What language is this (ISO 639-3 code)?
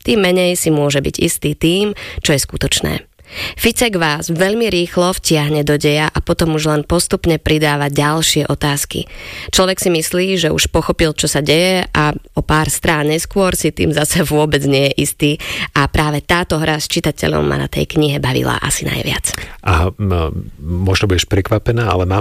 slk